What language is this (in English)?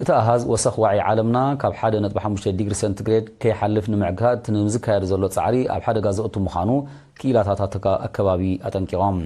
Tigrinya